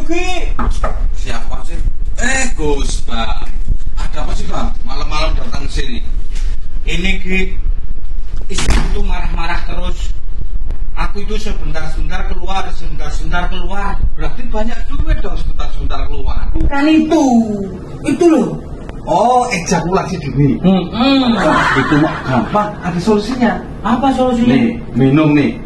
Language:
Indonesian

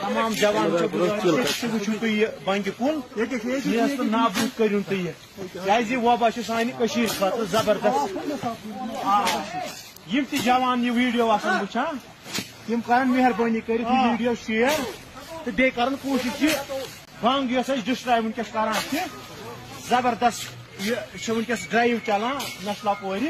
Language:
Kashmiri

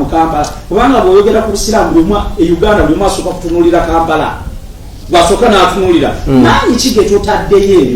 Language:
Ganda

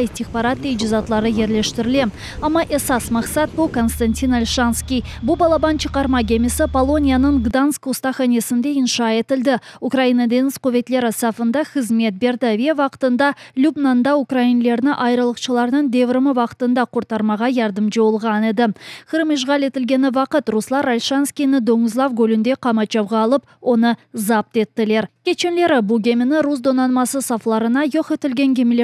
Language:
Crimean Tatar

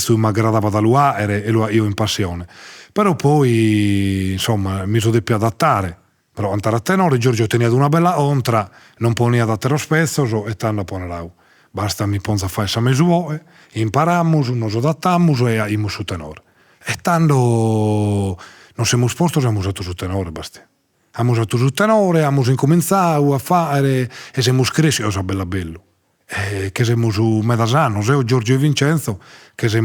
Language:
Sardinian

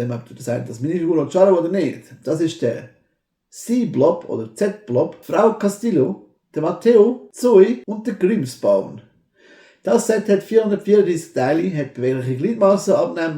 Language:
Swiss German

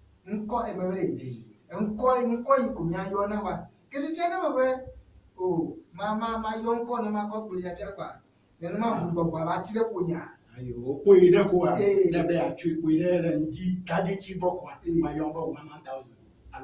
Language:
Ewe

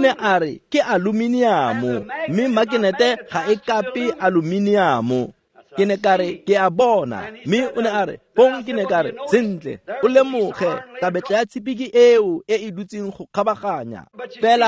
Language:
Tswana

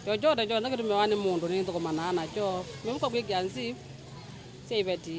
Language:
Kamba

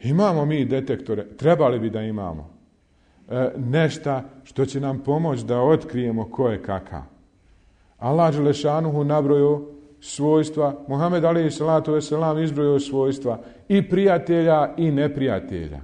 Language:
Bosnian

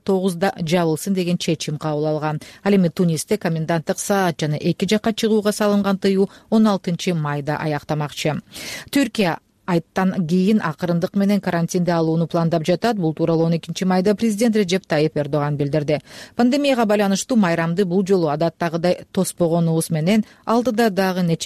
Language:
Kyrgyz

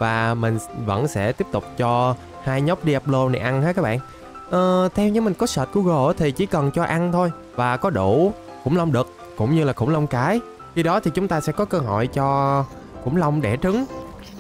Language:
Vietnamese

